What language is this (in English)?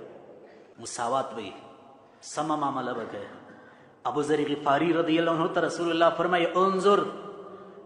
Pashto